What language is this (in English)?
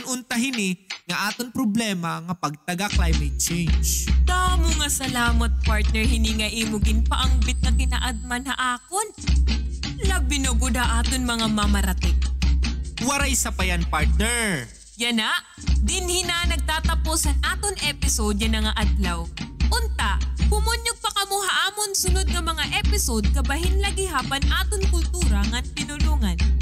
Waray